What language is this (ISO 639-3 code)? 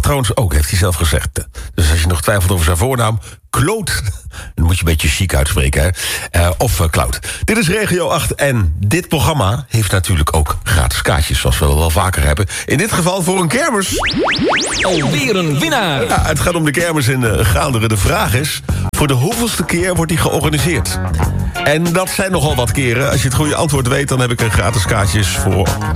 nld